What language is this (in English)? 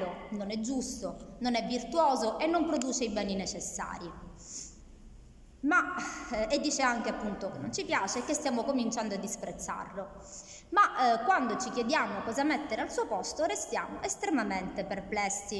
Italian